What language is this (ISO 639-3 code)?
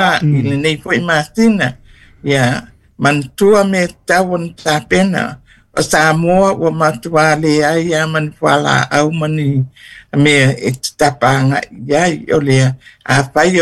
smo